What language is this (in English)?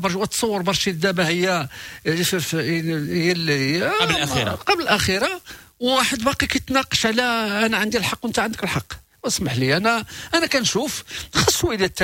Moroccan Arabic